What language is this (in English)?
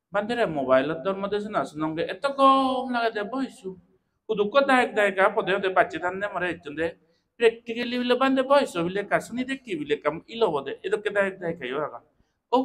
Chakma